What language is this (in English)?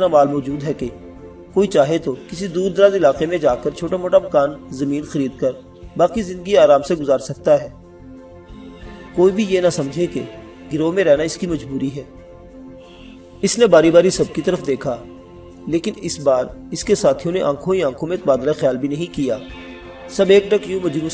Urdu